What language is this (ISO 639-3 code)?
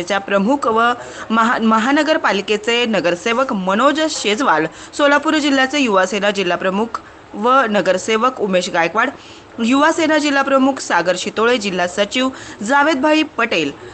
mar